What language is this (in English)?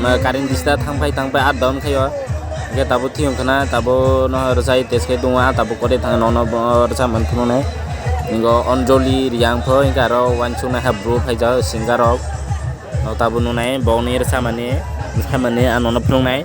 Kok Borok